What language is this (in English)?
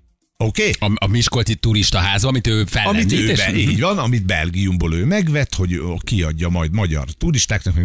Hungarian